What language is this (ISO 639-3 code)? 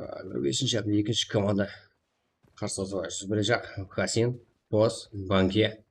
kaa